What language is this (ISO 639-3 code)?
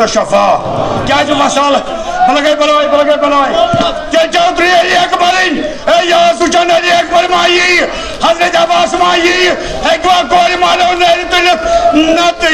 kas